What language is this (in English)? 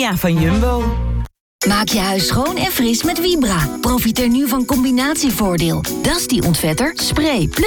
Dutch